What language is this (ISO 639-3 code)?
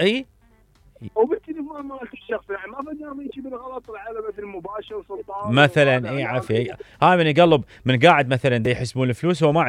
acm